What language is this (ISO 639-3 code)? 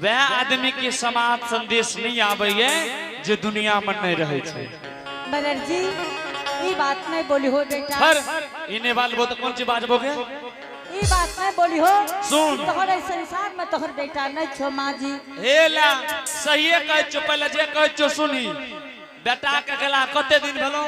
anp